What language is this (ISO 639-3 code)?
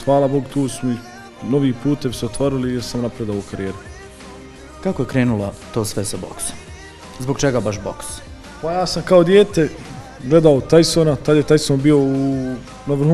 bos